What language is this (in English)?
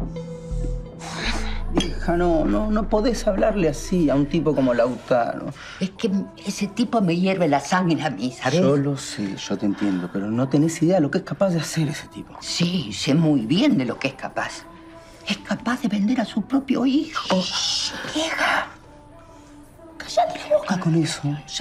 Spanish